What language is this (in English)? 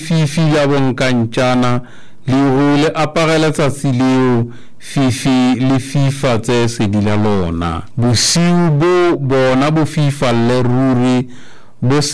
Southern Sotho